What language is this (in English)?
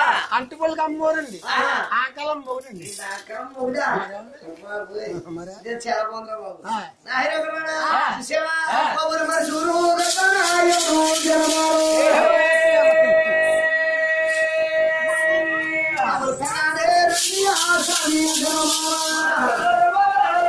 Telugu